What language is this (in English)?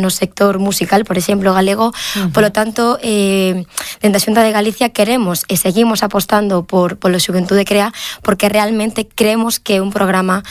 Galician